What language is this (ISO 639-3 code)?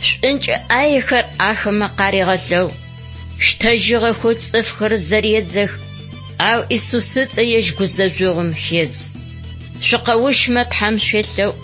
ady